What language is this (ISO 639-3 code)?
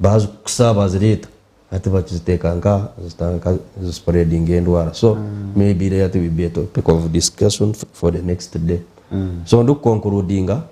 nyn